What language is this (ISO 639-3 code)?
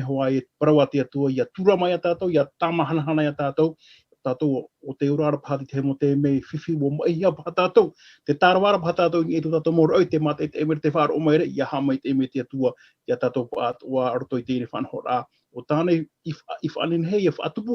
tah